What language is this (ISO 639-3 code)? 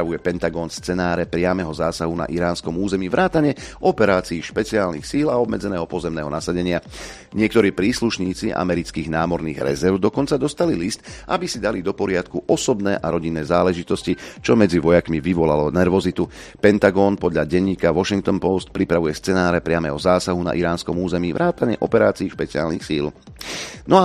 slk